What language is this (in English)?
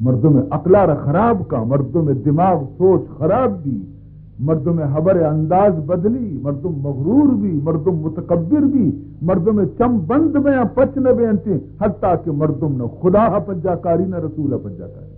Baluchi